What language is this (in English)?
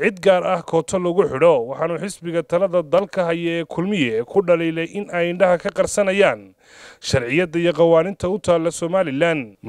Somali